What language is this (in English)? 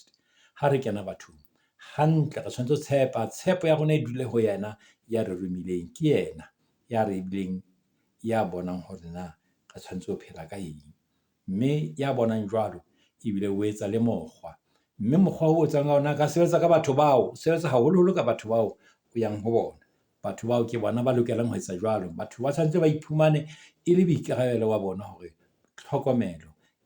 Southern Sotho